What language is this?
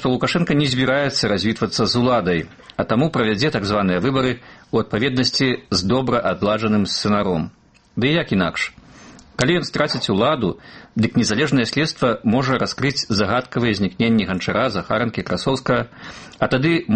Belarusian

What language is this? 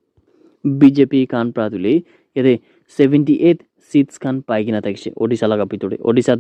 Naga Pidgin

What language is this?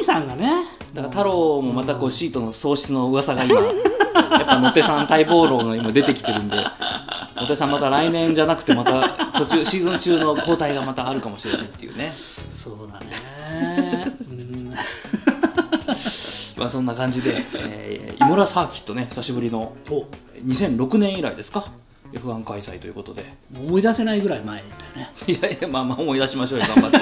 Japanese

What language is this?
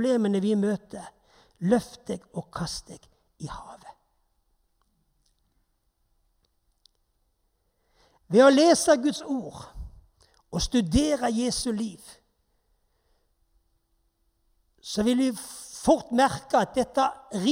Norwegian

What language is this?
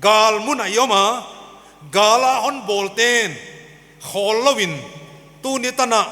Paite Chin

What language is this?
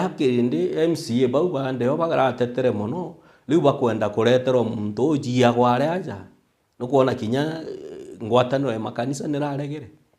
Meru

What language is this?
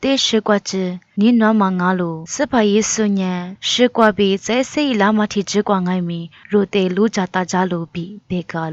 Lisu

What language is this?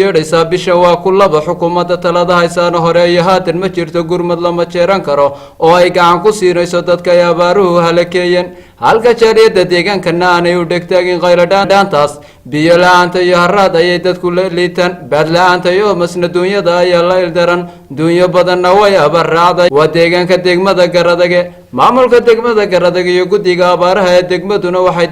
Somali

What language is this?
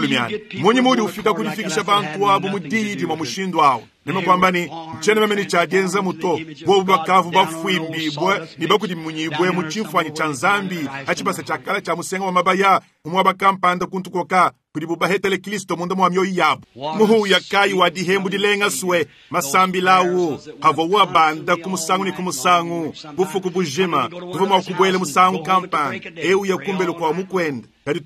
Luba-Lulua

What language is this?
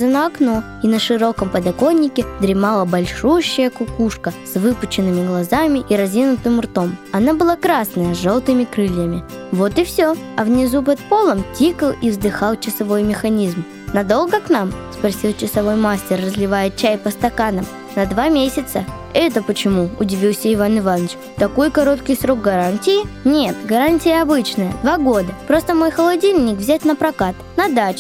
Russian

